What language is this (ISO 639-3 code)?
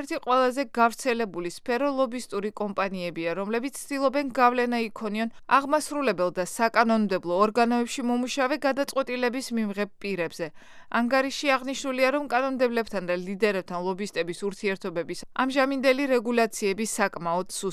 kat